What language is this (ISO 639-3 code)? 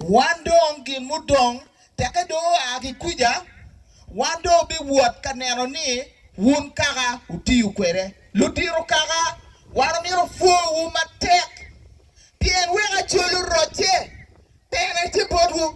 ach